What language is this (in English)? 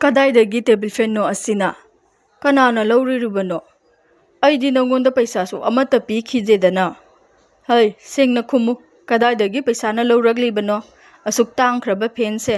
Manipuri